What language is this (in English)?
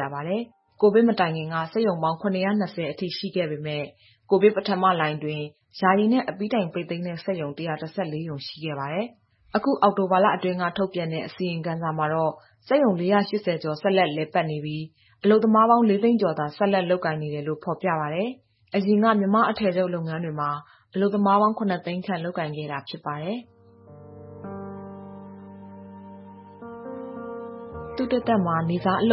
Burmese